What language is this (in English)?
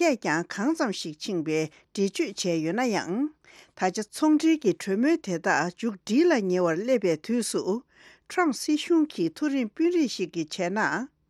Tibetan